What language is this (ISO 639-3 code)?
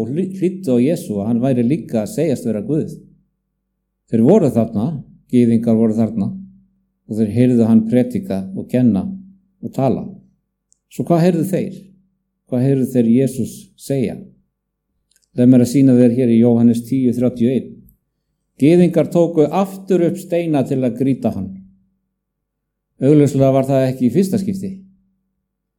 isl